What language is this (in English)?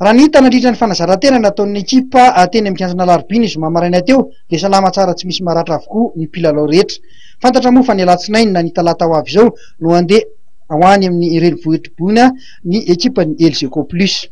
Malagasy